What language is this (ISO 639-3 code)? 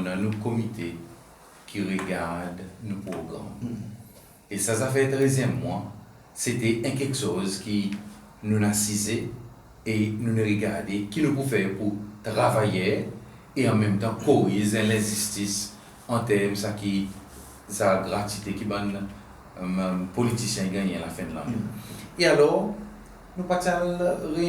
crs